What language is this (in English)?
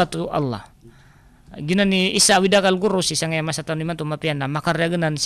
Maranao